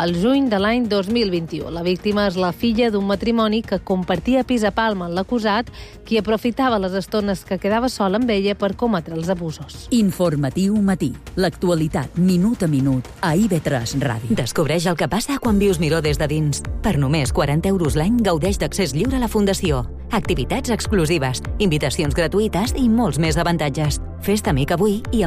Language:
Catalan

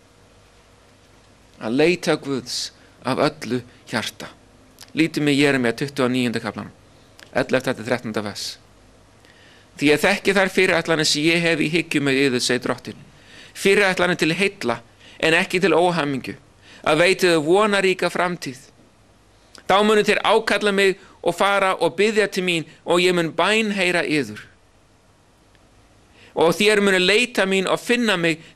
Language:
Icelandic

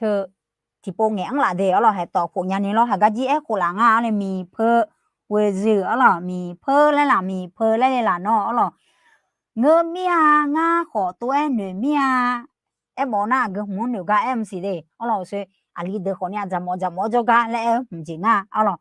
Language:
Akha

